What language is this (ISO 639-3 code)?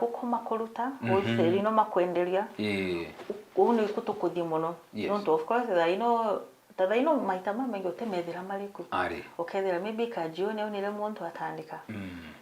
mer